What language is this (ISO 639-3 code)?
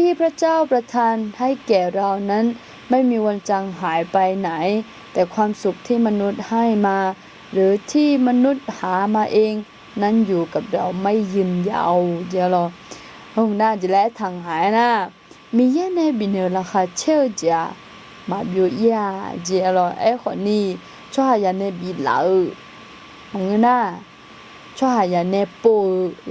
ahk